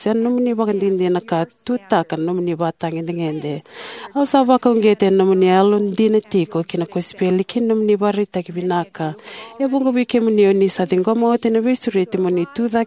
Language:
Fijian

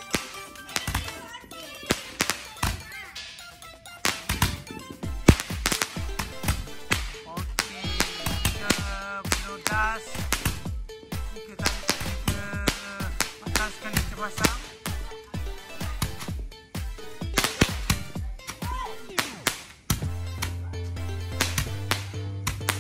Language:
Malay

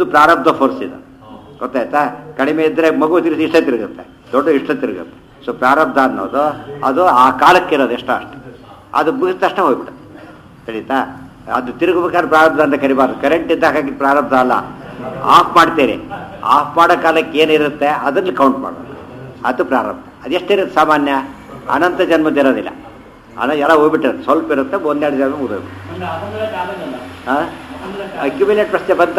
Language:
Kannada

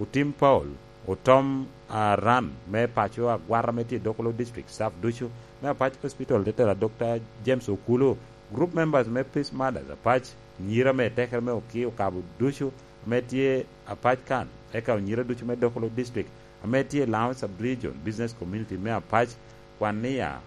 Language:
Lango (Uganda)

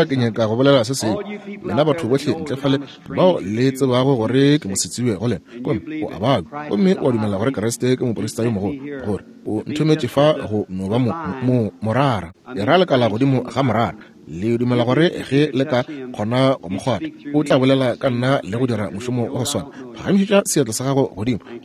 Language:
Northern Sotho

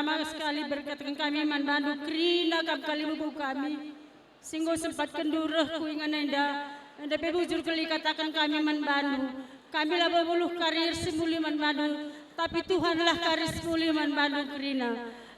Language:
Batak Karo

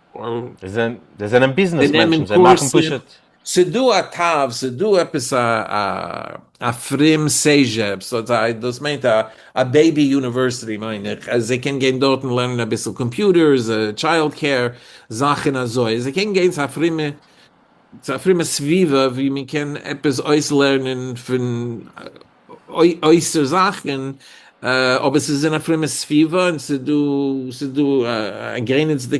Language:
Yiddish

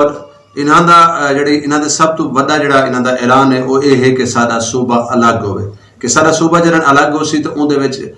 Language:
Saraiki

